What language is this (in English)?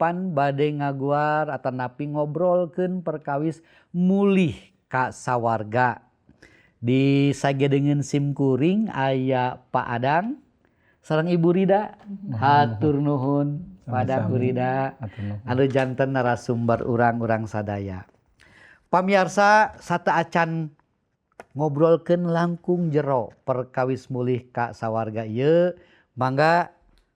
Sundanese